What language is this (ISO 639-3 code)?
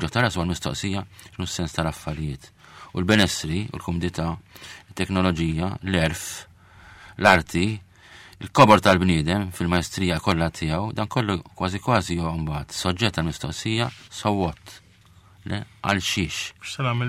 mlt